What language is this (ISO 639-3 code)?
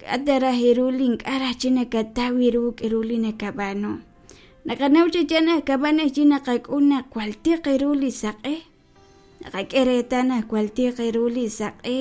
kek